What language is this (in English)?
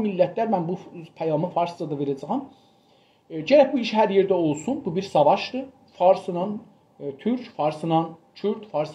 South Azerbaijani